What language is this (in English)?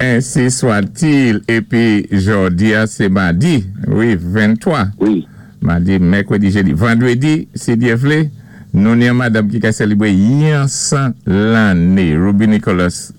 Saint Lucian Creole French